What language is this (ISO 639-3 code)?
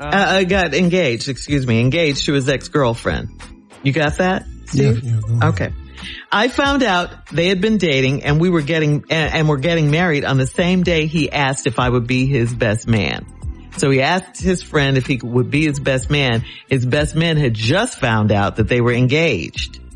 eng